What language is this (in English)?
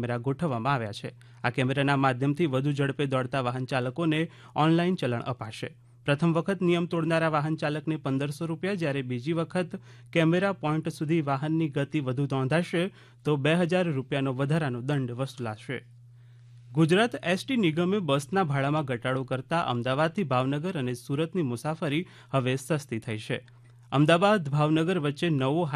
Gujarati